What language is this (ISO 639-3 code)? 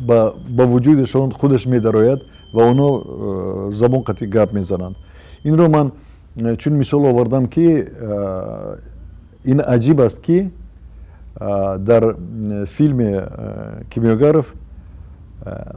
tgk